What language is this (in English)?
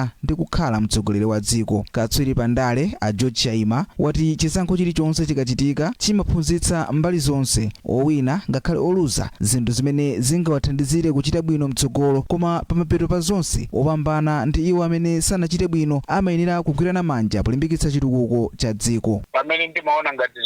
Nyanja